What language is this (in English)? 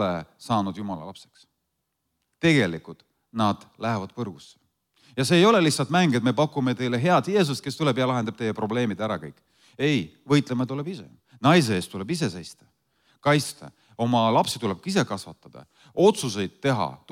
Estonian